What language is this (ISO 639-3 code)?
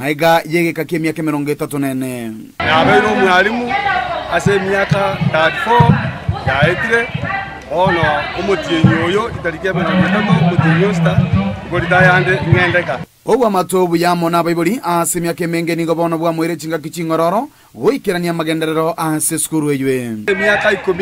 guz